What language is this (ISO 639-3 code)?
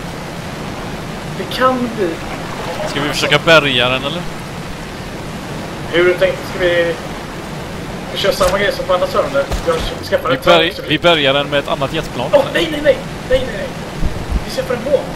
swe